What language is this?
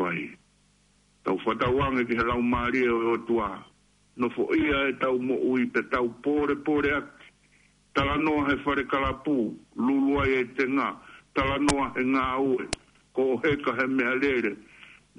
Tongan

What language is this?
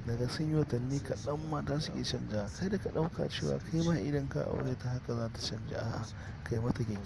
Hausa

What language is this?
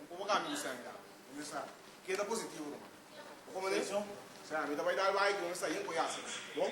Papiamento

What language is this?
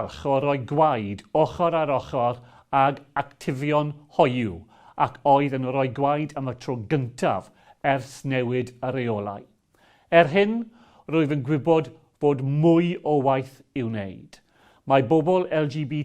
Welsh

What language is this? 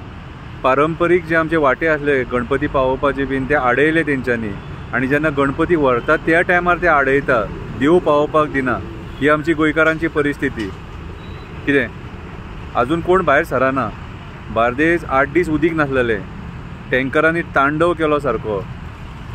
Konkani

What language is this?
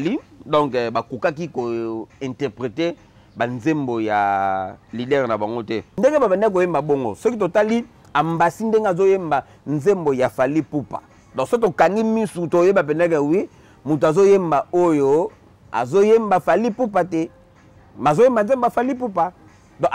Lingala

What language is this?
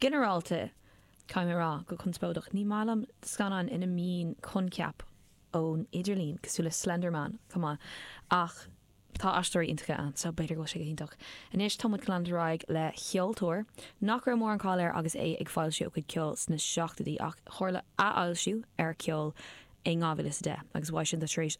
Irish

